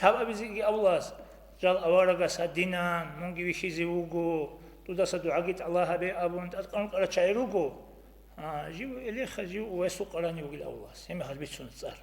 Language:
Avaric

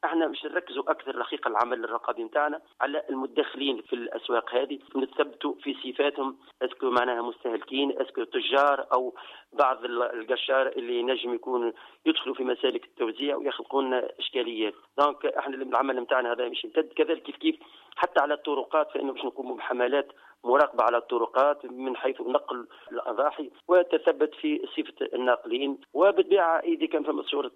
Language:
Tunisian Arabic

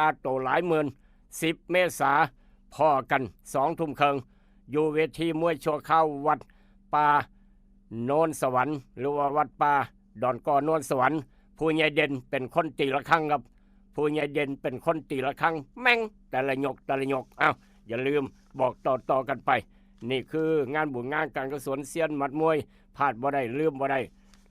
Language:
Northeastern Thai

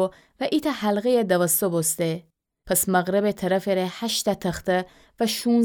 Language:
Gilaki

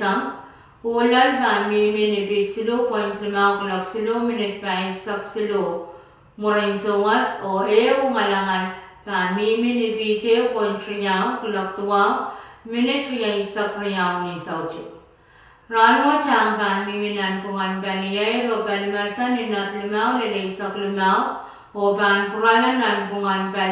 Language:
Pohnpeian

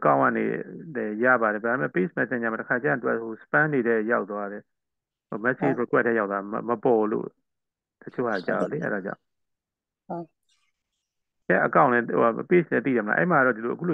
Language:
Burmese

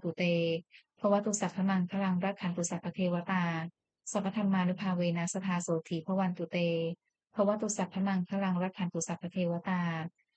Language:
Pali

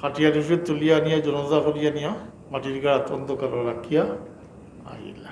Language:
Sylheti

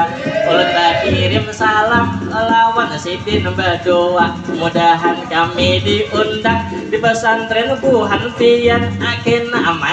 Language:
Banjar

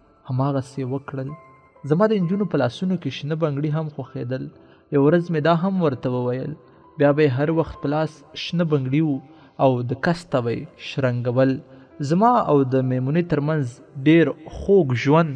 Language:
Pashto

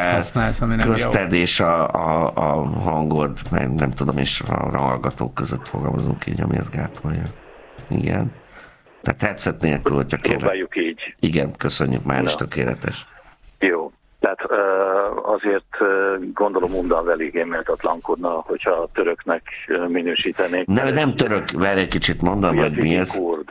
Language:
Hungarian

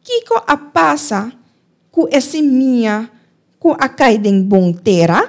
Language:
Papiamento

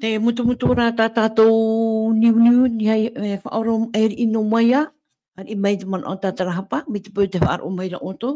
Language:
Tahitian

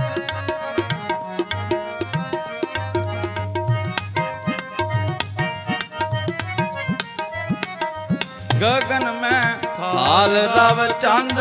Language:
Punjabi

